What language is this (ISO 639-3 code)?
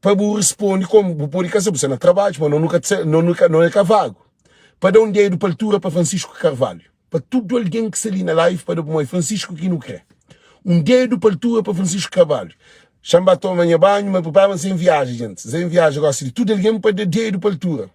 kea